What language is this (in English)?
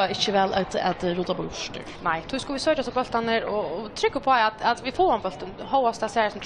Faroese